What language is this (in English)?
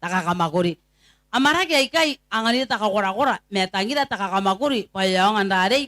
Gilbertese